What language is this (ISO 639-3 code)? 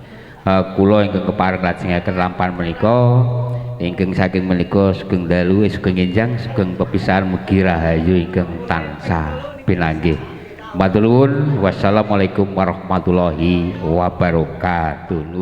jav